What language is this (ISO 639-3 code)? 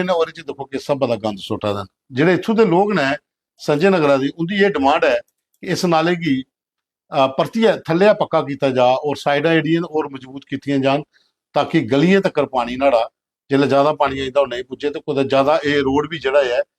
doi